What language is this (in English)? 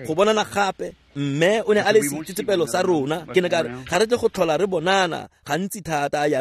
Tswana